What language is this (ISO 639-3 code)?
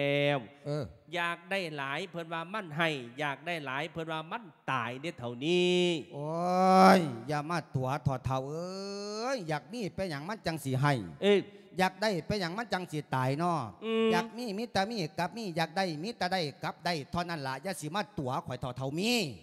lao